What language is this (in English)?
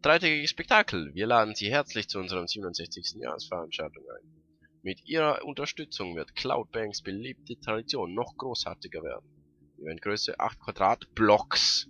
Swiss German